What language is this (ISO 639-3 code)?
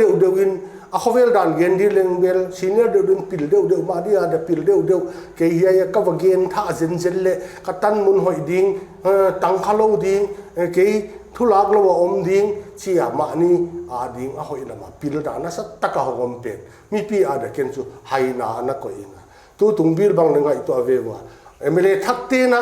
pck